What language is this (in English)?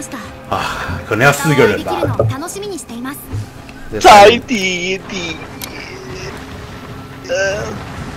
Chinese